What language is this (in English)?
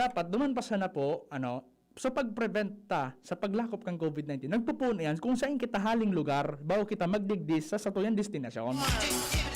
Bikol